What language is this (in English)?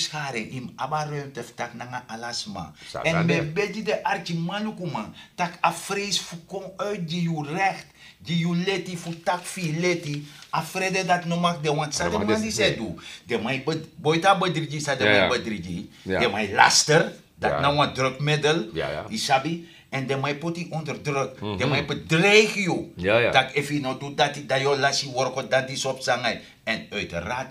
Sranan Tongo